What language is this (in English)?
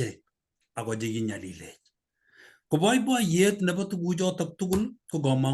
Kalenjin